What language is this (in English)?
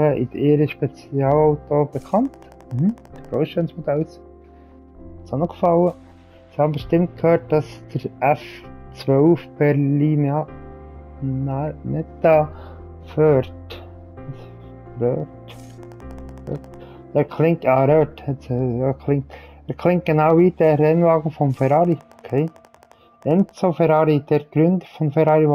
German